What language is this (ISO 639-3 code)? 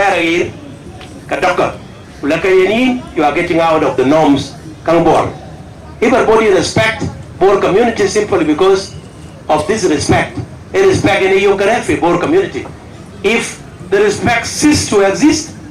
din